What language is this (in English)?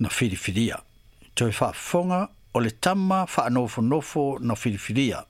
Samoan